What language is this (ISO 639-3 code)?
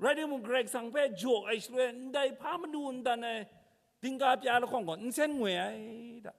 kac